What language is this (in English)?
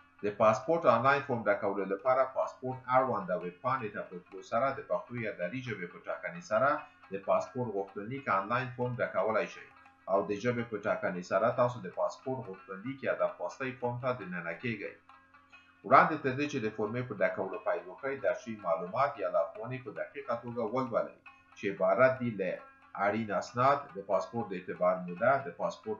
Pashto